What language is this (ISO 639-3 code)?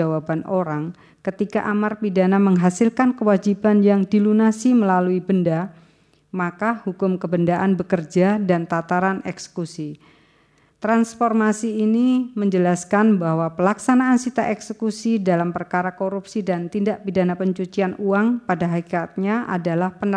ind